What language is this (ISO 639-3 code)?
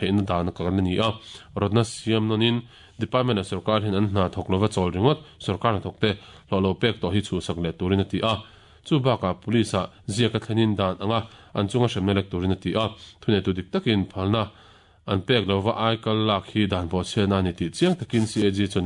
lus